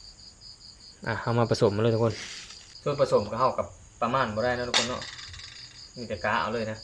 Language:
Lao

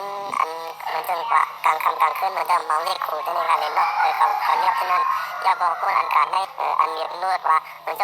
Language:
Shan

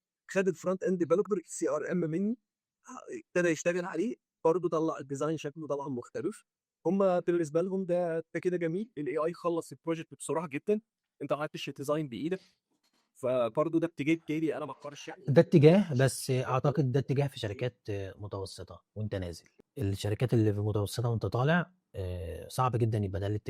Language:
Egyptian Arabic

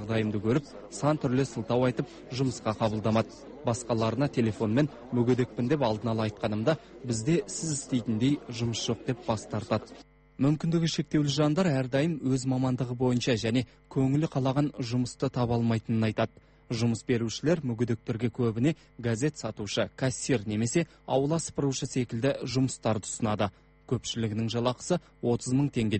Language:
Kazakh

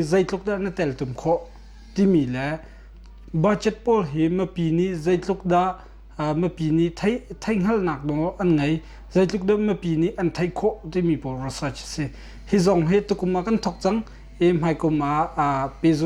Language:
Hakha Chin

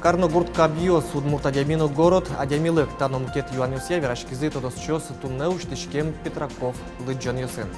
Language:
Udmurt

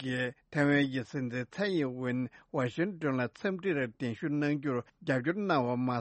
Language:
Tibetan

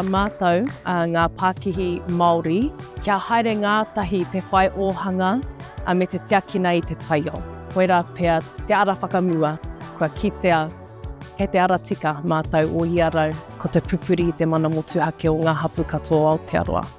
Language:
Māori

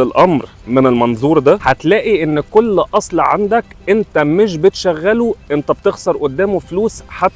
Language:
Egyptian Arabic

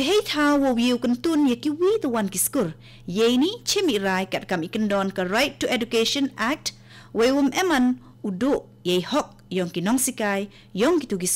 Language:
Khasi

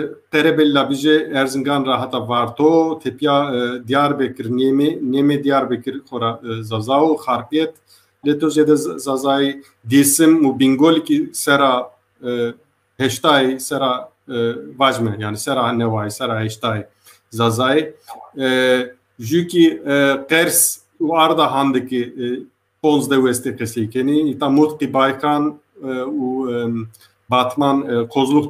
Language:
Zaza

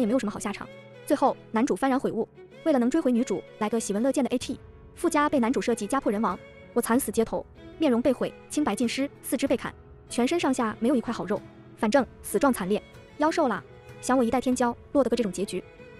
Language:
Chinese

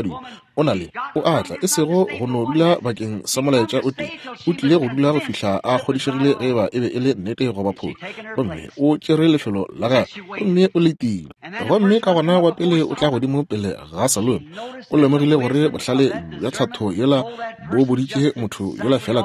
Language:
Northern Sotho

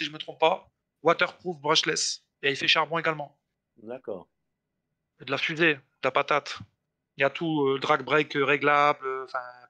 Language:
French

